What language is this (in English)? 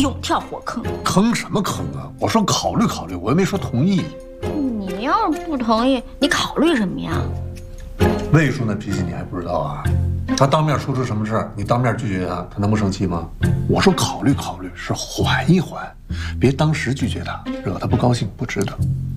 Chinese